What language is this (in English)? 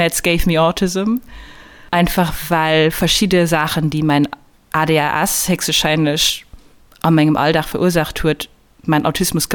Luxembourgish